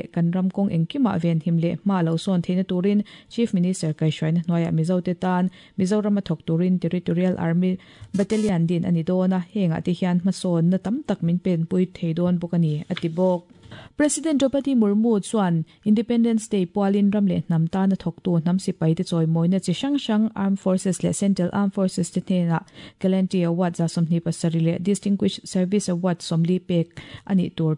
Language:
Mizo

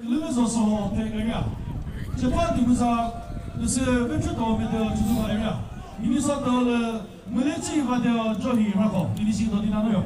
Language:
Chokri Naga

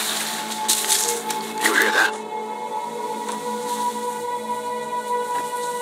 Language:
English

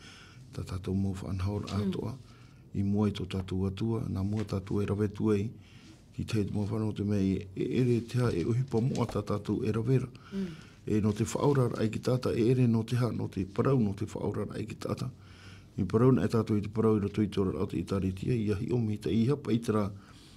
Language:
Tahitian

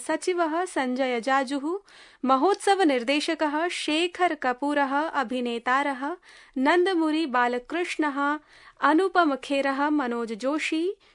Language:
Sanskrit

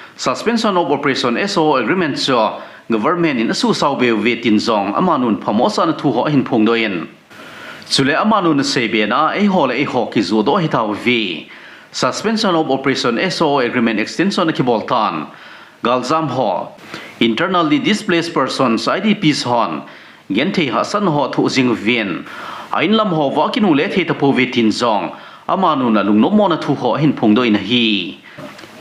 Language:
Thado Chin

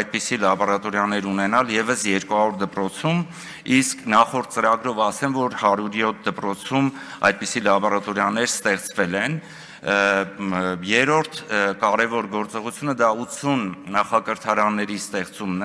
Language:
Armenian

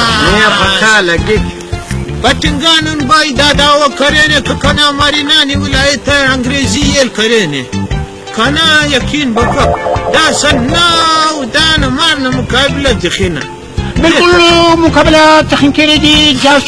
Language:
Brahui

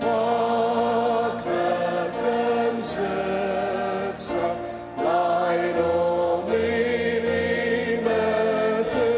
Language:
Ao Naga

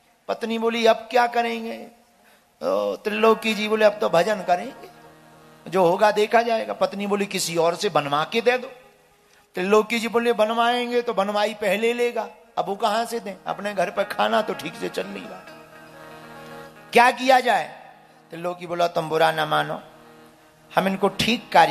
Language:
Hindi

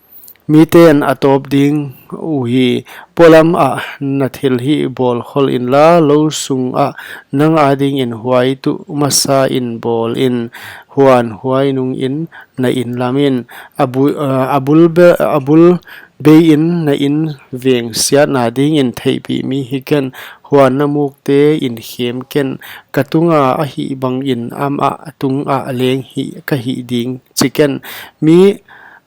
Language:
Paite Chin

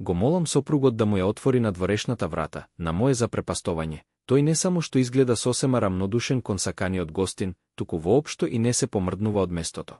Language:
Macedonian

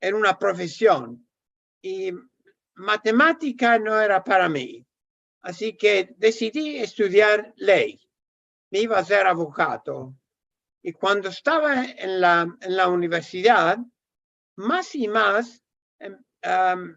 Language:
Ladino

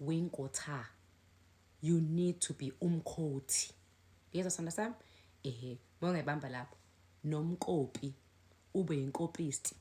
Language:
Zulu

